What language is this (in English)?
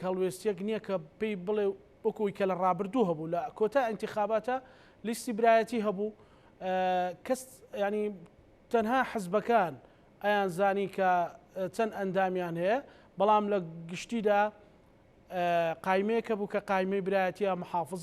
Central Kurdish